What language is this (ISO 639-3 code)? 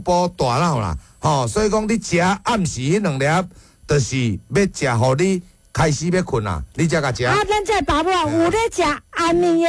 nan